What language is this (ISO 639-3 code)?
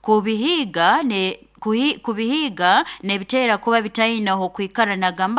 nyo